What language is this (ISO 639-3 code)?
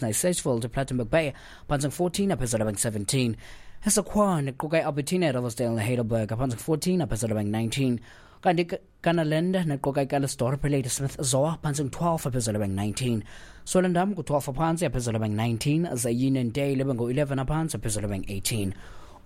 xho